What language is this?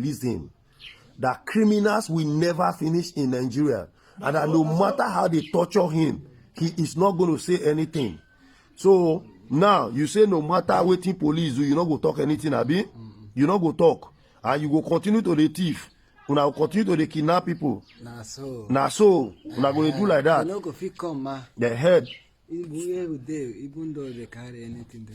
Nigerian Pidgin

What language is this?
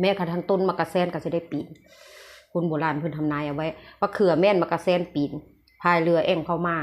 Northeastern Thai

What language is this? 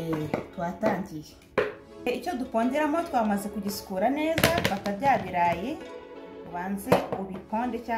Kinyarwanda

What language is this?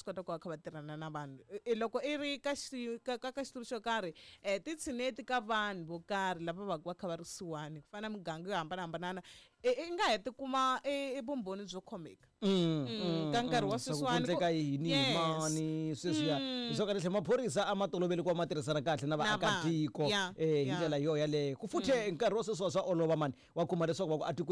Tsonga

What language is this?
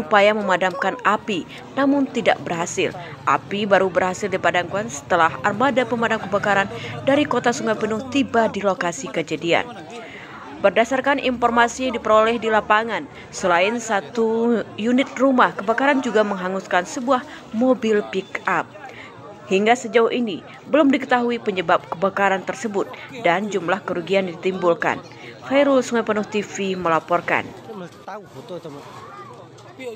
Indonesian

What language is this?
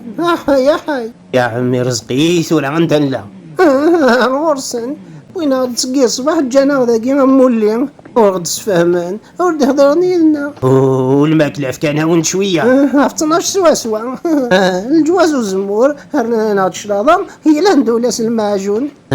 Kabyle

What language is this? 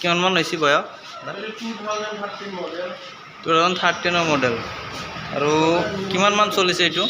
Assamese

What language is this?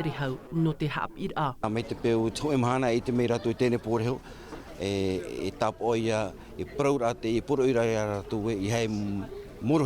Tahitian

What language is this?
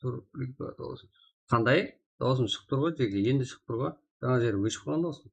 Kara-Kalpak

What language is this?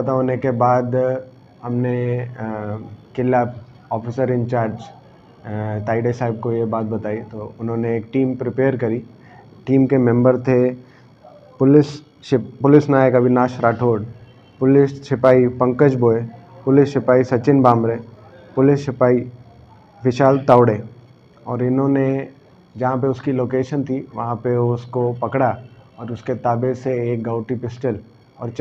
Hindi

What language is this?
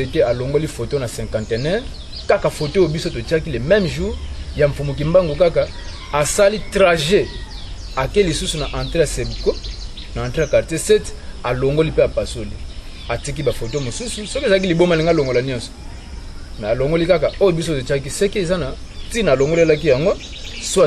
Lingala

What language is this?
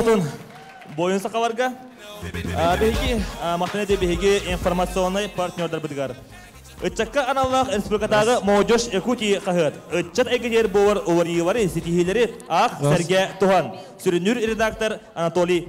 Yakut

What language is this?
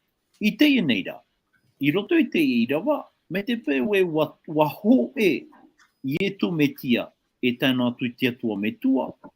Tahitian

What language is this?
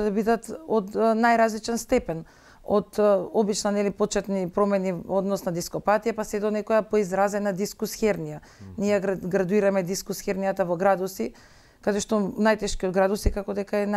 Macedonian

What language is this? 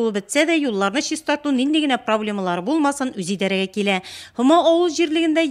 Tatar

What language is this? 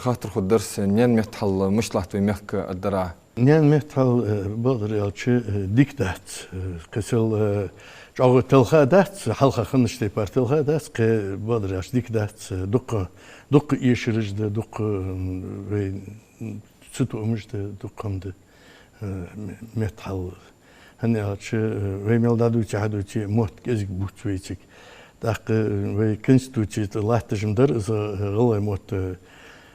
Ingush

